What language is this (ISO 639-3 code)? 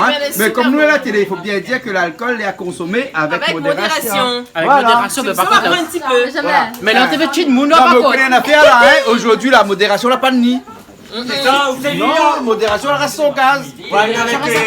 rcf